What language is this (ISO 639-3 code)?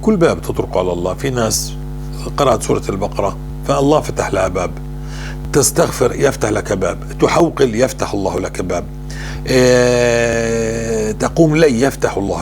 apc